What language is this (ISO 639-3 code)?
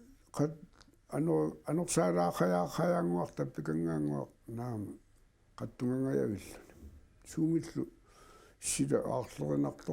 kal